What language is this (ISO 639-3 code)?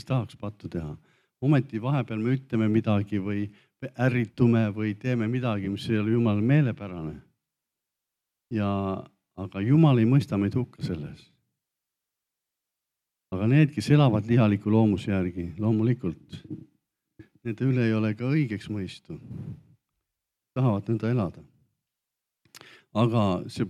est